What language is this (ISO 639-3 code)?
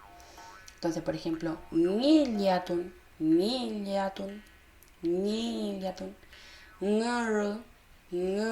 arn